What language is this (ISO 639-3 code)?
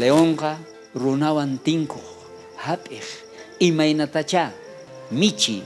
quh